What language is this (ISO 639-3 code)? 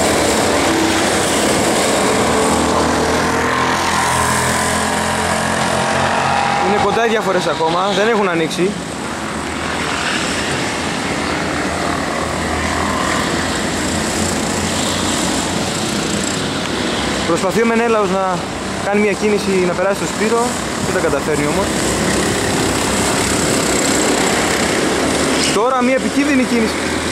ell